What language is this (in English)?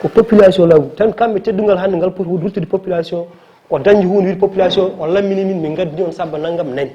Fula